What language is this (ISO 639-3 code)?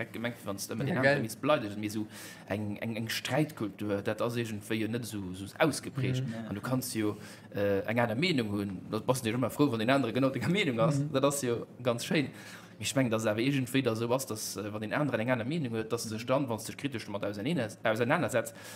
ltz